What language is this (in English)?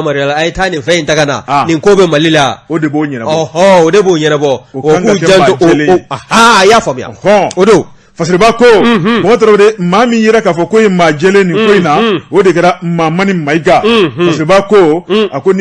Bambara